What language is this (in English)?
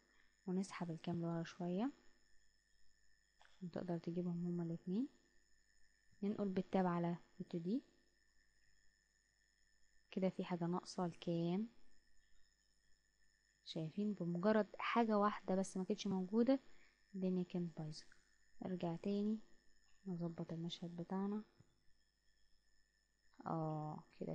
Egyptian Arabic